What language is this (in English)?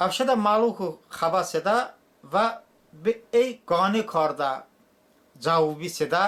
Talysh